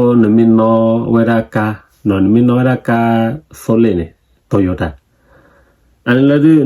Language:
S'gaw Karen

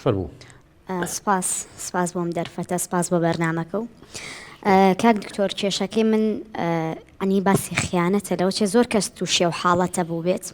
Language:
Central Kurdish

